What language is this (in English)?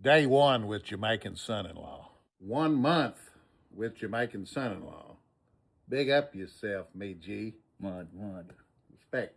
Jamaican Creole English